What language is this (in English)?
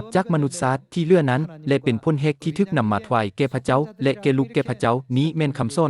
Lao